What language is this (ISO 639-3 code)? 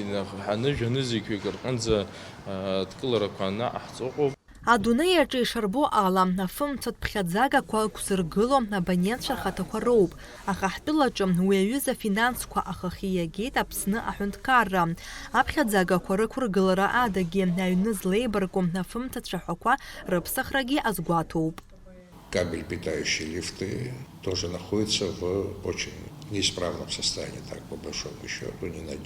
abk